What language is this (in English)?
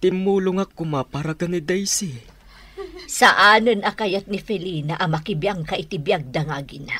Iloko